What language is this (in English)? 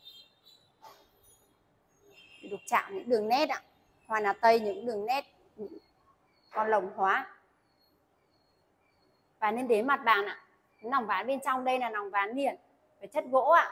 Vietnamese